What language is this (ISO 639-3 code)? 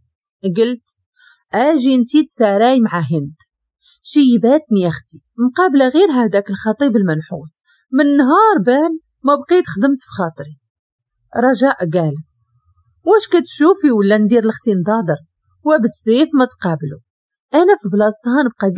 ary